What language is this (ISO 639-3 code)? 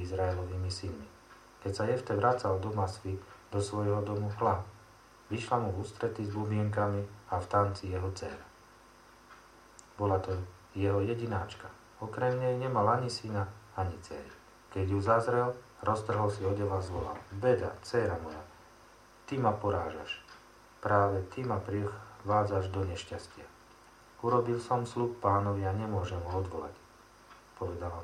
slk